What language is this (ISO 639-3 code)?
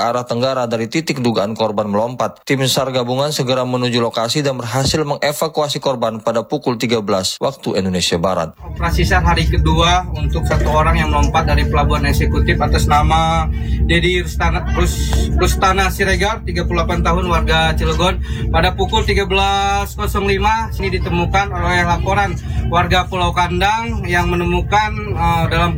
ind